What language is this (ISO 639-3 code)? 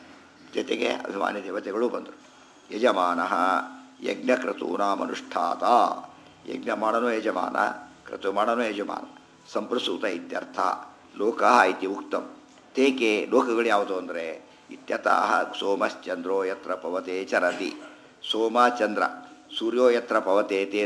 kan